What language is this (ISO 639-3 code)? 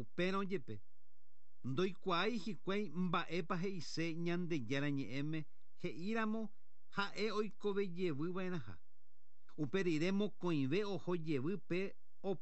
grn